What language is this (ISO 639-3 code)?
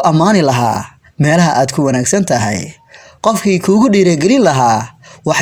som